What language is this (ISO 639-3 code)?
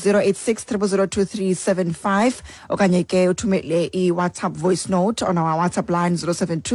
xho